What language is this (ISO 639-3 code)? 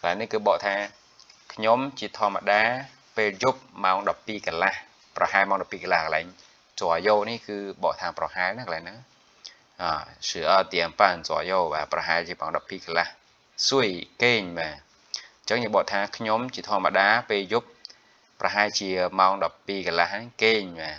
khm